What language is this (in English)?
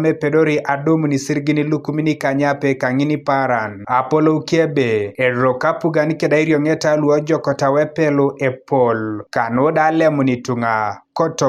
Teso